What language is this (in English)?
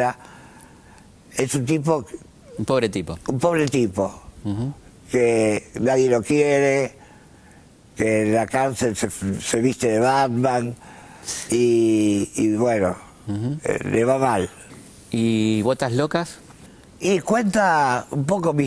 Spanish